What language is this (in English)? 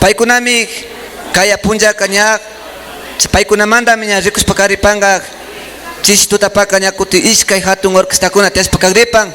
Imbabura Highland Quichua